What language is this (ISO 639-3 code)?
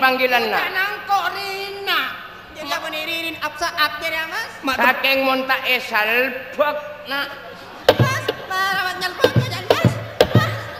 mad